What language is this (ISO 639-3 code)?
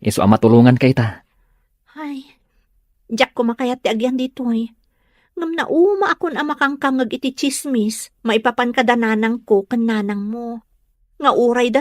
ilo